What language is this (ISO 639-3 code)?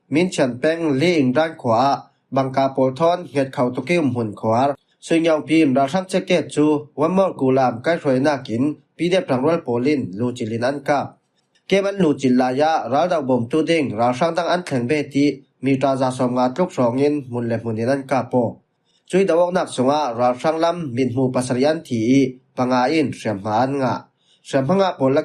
cfm